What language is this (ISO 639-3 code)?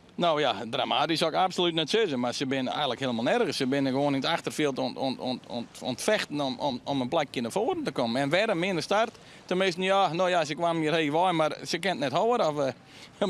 fry